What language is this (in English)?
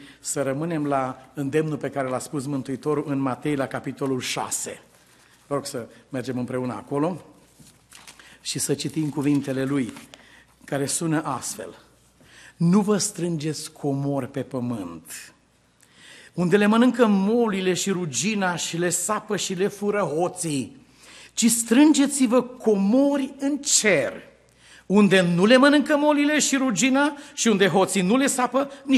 Romanian